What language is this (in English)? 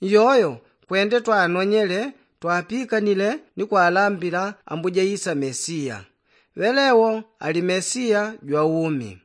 Yao